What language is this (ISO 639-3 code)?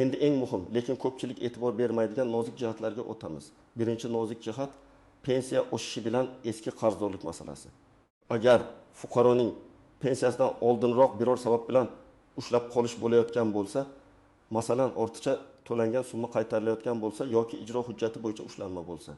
uzb